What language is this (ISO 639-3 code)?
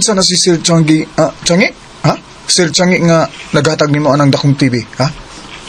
ceb